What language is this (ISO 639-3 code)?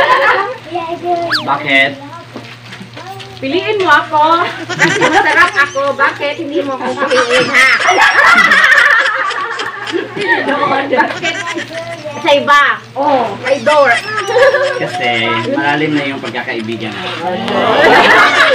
fil